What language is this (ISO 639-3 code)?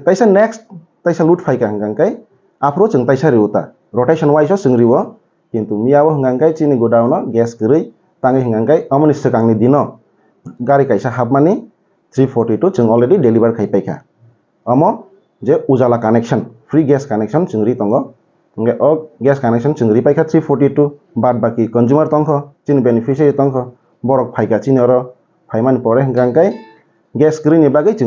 ria